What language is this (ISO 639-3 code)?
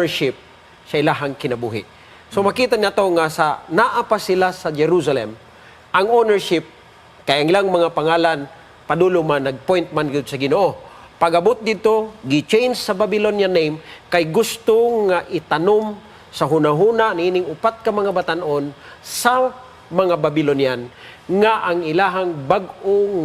ceb